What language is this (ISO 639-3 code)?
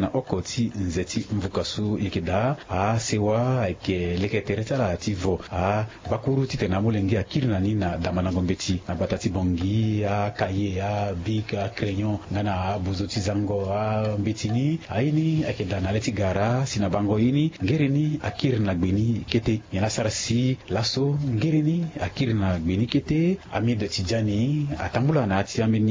sag